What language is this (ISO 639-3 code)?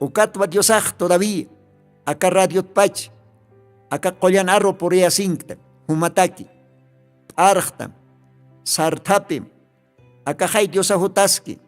aym